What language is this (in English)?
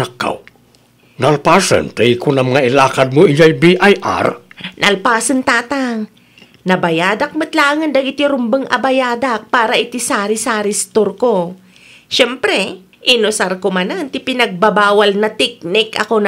Iloko